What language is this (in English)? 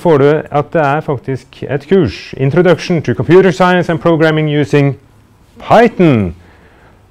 Norwegian